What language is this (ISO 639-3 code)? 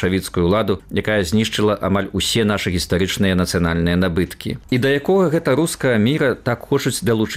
bel